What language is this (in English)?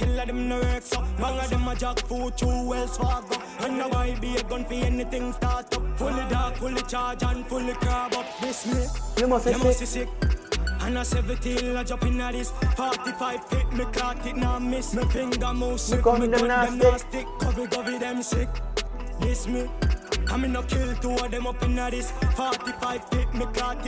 Jamaican Creole English